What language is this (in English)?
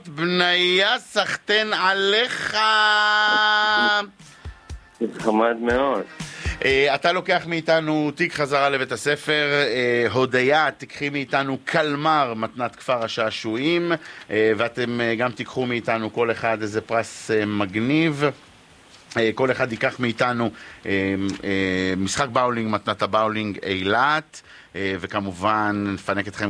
Hebrew